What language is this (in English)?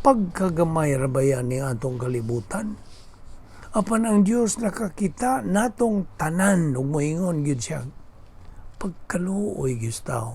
Cebuano